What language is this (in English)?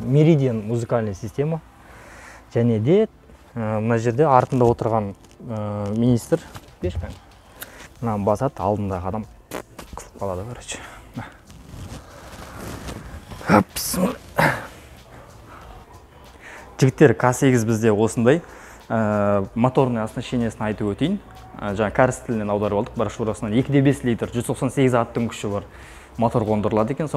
Kazakh